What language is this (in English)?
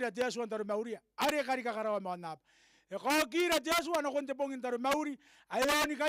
Gilbertese